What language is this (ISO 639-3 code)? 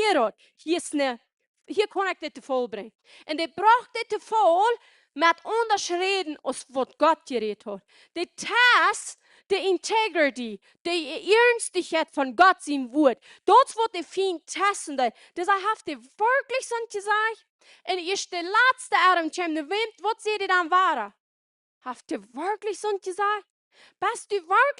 pdt